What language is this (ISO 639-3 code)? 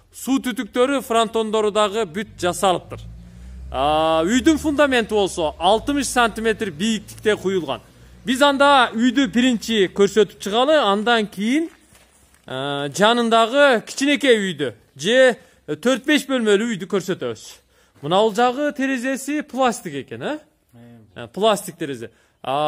kir